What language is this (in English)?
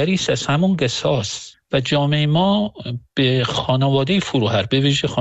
Persian